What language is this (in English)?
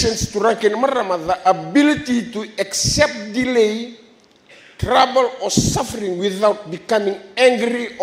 Fijian